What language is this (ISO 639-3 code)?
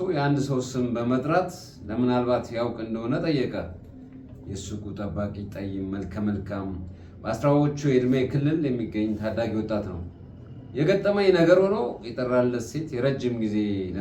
amh